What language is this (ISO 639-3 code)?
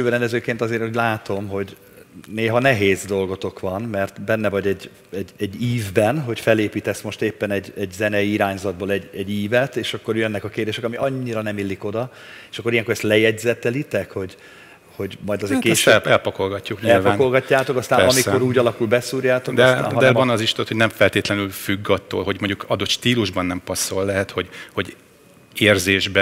hun